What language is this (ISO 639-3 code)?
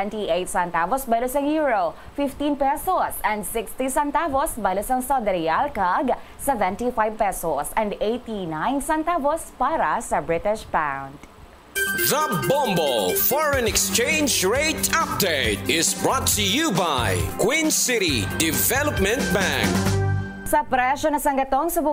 hil